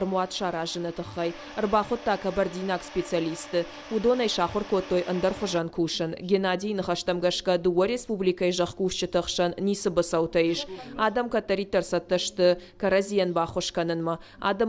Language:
Ossetic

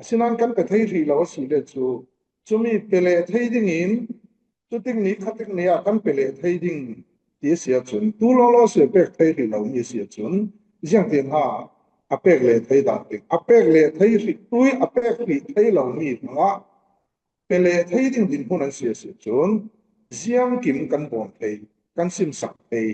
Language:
Falam Chin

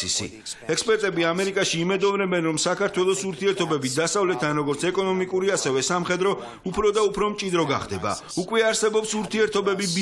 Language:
Georgian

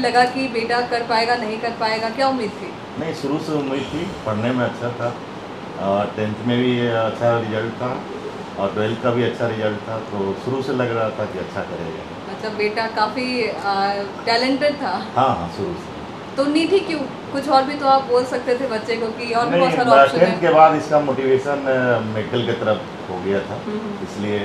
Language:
Hindi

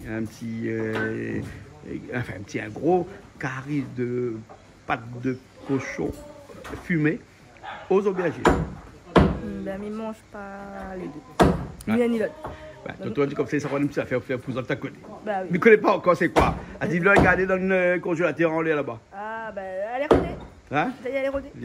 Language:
Réunion Creole French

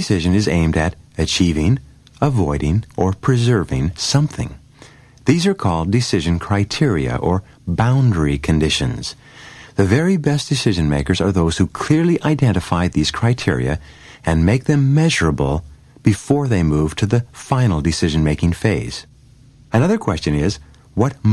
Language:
English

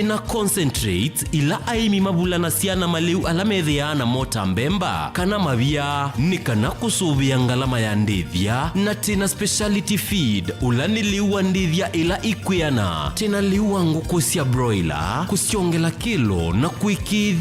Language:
Kamba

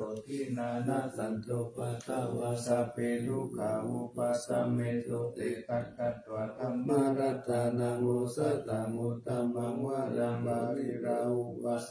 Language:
Pali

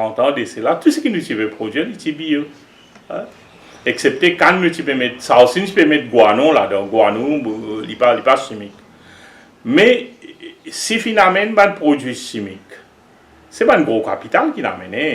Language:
Morisyen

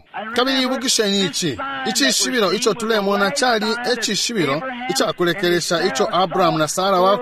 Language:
Bemba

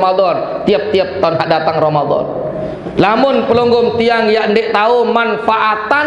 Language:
Sasak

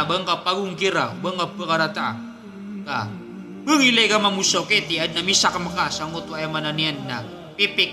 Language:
Maranao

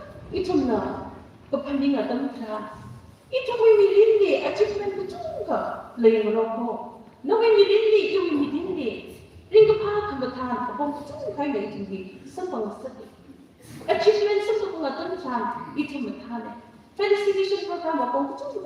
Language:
Tangkhul Naga (India)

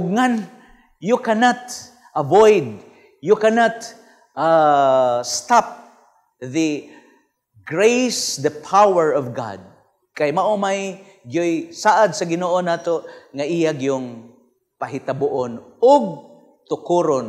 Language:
Cebuano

